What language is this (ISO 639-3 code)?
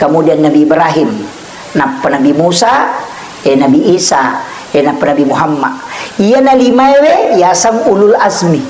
bug